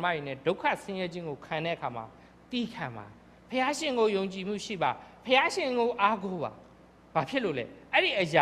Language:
Burmese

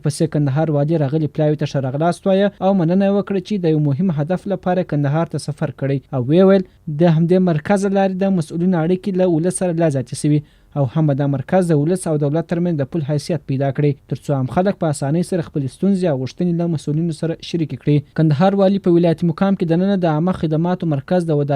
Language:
Pashto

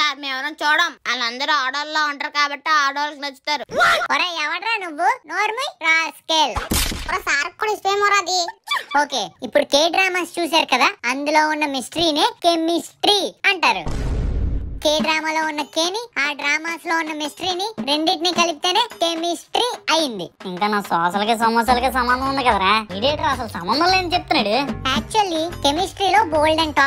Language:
Telugu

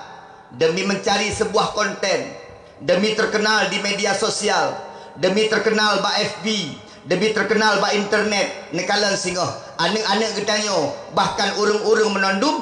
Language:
Achinese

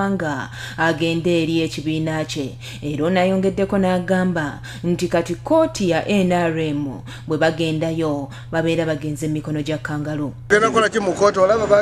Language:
Ganda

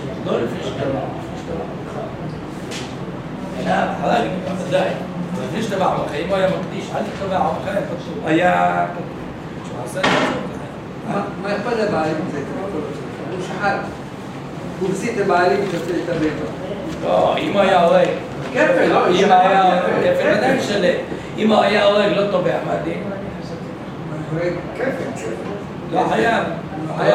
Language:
Hebrew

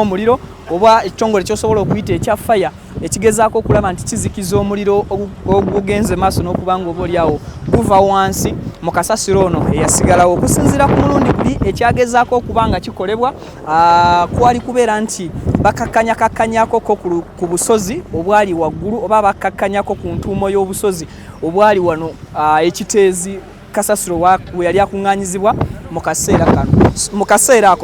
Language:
Ganda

